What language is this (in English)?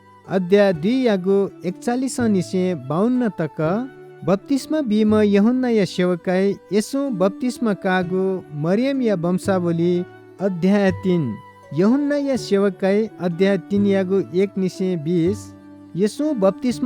Newari